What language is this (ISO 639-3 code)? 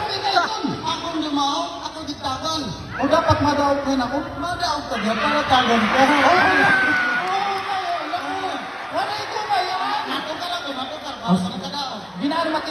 war